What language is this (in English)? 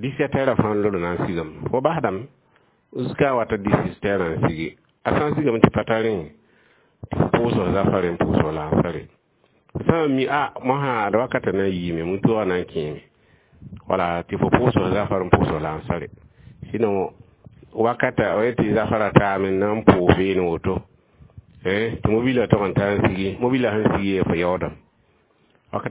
Mossi